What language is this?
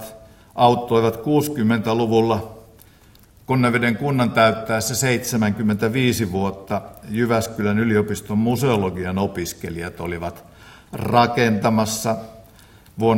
Finnish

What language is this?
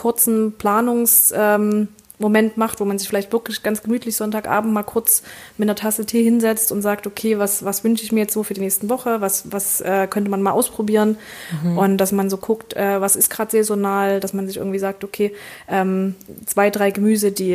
German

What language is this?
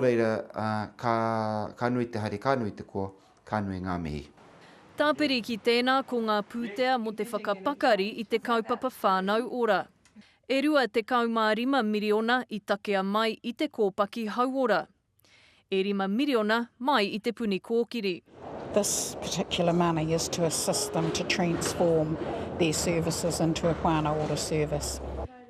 Māori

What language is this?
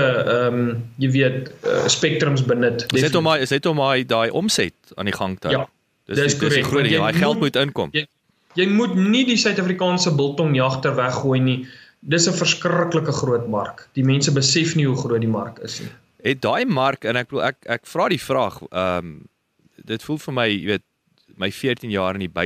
Afrikaans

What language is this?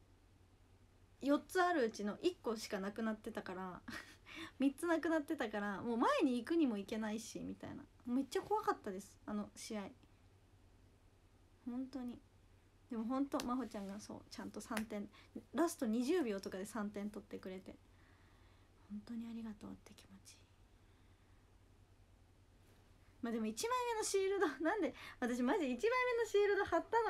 Japanese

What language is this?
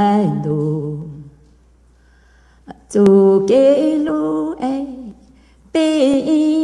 Vietnamese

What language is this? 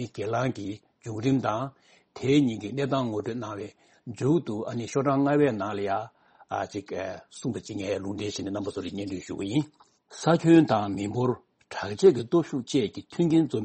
Tibetan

